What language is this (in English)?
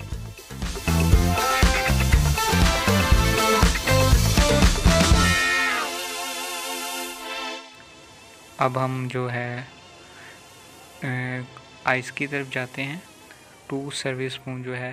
Hindi